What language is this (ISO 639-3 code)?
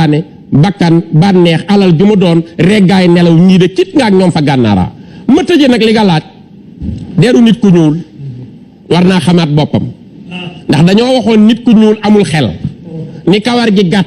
wol